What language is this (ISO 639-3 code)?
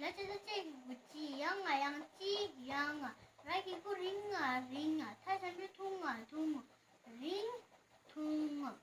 bod